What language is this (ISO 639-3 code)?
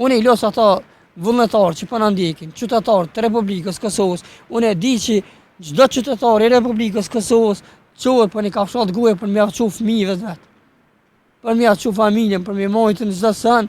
sqi